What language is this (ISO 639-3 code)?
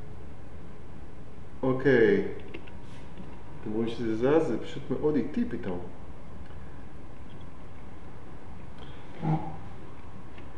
heb